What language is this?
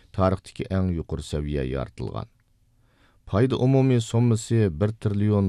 Uyghur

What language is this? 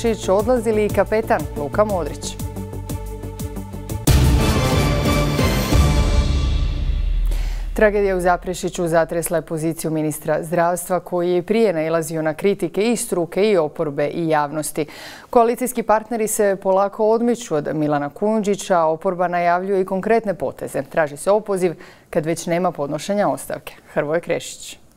Croatian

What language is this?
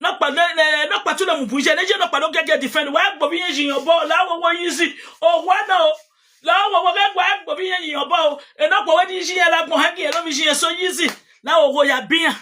Nigerian Pidgin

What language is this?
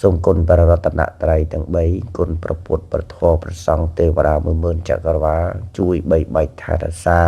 Khmer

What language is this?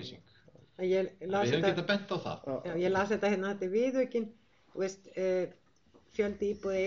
Icelandic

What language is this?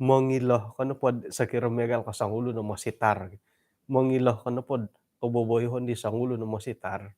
Central Dusun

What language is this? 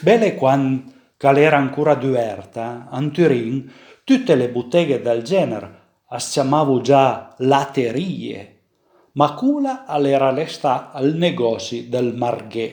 Piedmontese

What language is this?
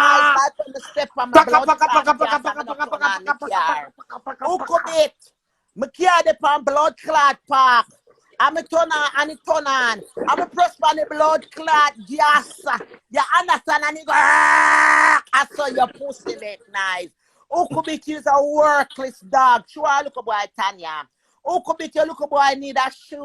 Jamaican Creole English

